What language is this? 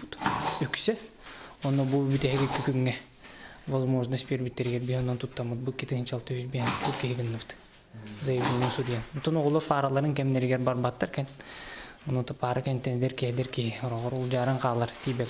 Yakut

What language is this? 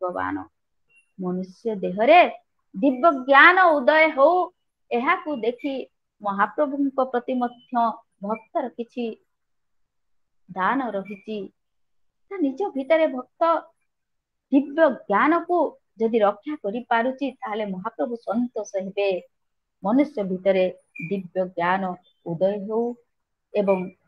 Odia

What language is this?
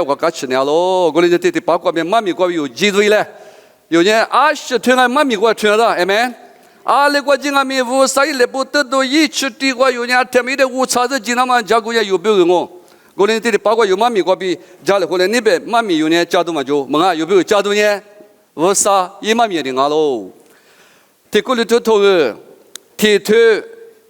Lisu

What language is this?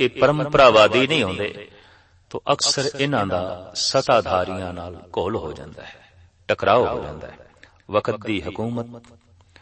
Punjabi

